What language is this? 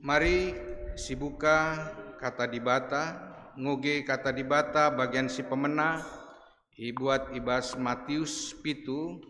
Batak Karo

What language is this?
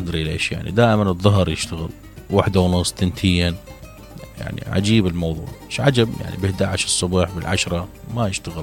Mesopotamian Arabic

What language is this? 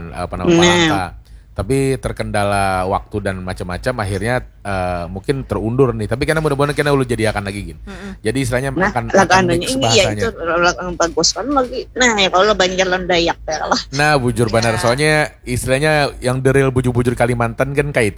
Banjar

